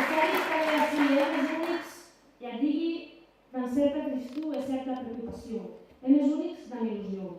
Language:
Occitan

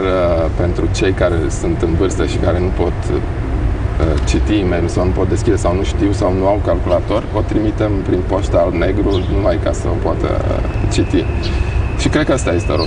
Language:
Romanian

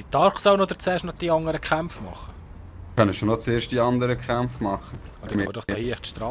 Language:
Swiss German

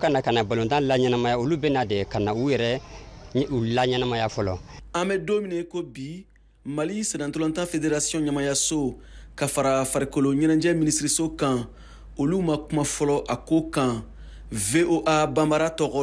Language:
Bambara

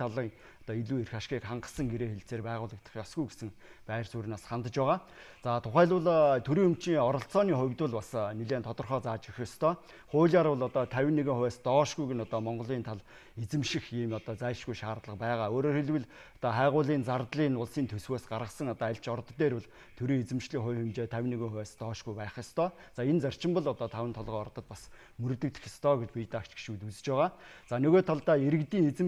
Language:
Mongolian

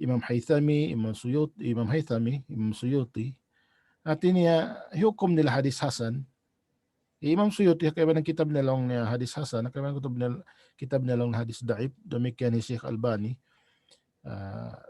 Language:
Tausug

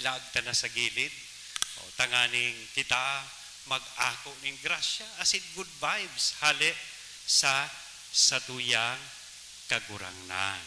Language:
Bikol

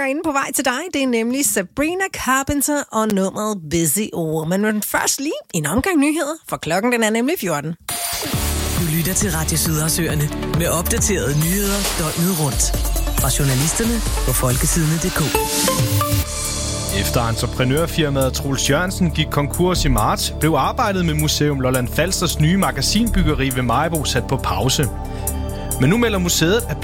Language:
Danish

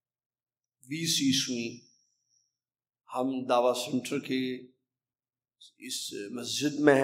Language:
Urdu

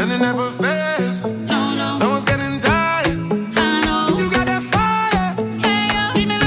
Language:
Portuguese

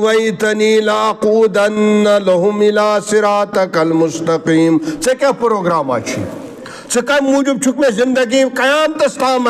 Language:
Kashmiri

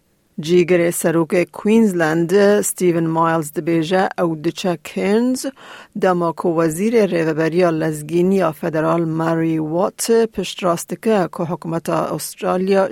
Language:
Kurdish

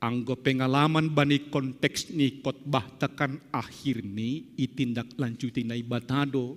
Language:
Batak Simalungun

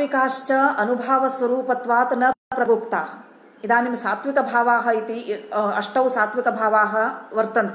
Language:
Sanskrit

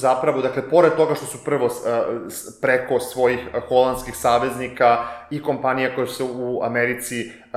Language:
Serbian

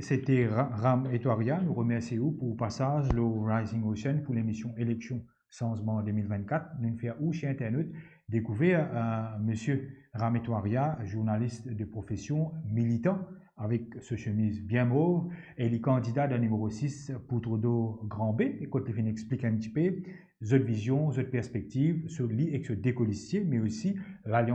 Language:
Morisyen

